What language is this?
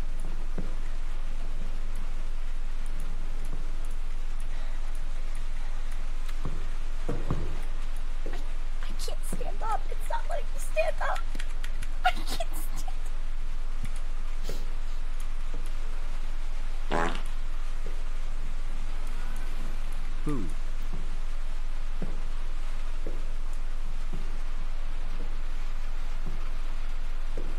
English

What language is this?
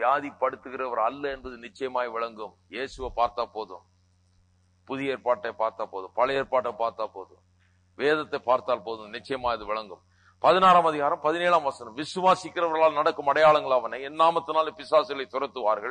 Tamil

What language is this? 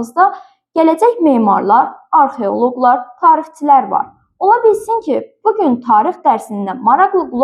Azerbaijani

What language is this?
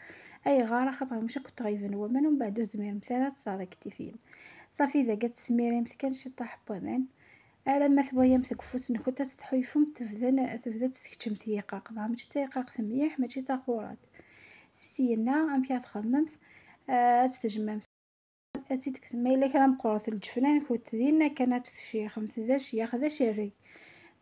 Kabyle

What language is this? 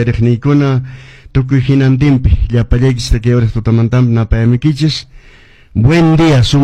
Quechua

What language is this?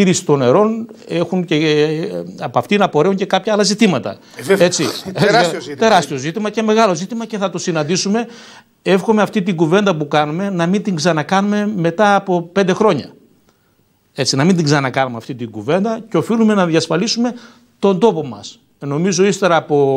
Greek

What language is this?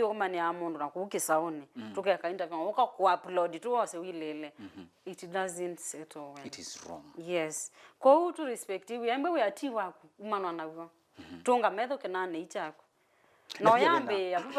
Kamba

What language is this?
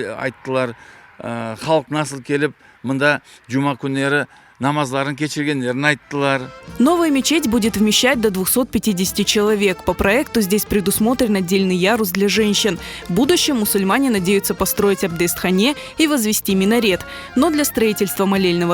Crimean Tatar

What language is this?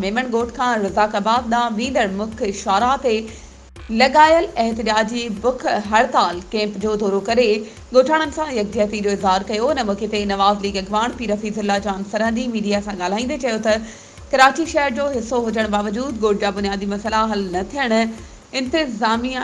Sindhi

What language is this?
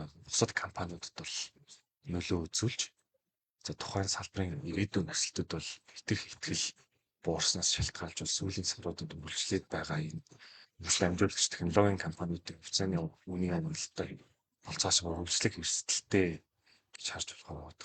Mongolian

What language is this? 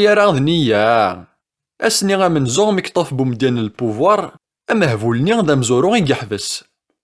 Kabyle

